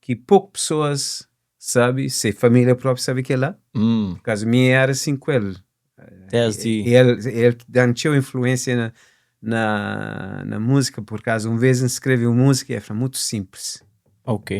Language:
Kabuverdianu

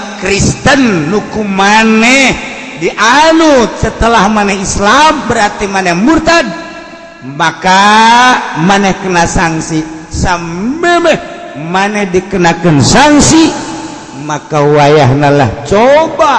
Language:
Sundanese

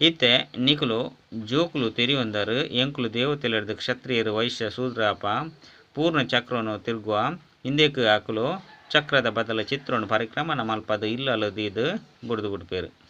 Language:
Tulu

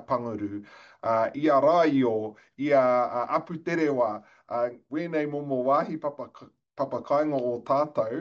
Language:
Māori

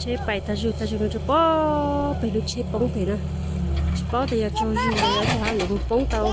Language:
Hmong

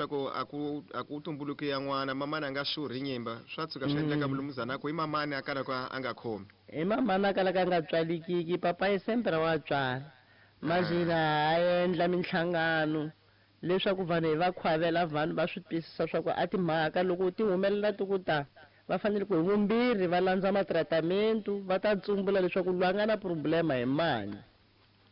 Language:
Tsonga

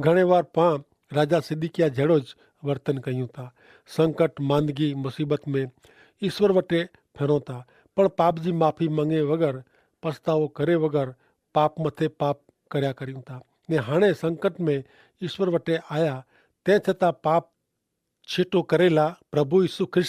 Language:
Kachhi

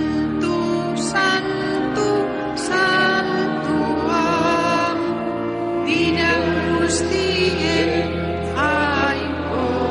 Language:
Basque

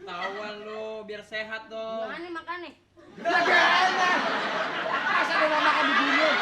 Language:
Betawi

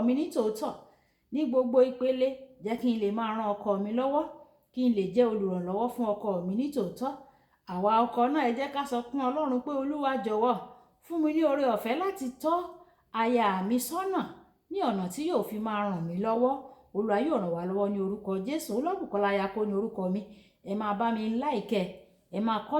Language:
Yoruba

